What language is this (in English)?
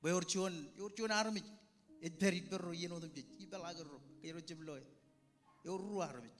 Marshallese